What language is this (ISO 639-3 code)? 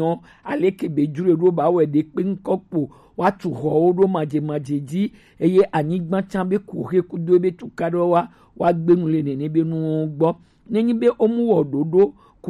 gej